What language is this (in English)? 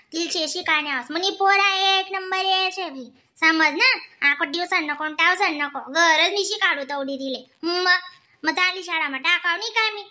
Khandesi